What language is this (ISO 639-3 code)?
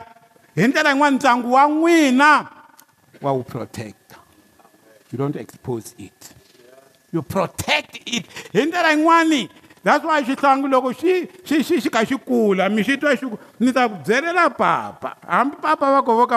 tso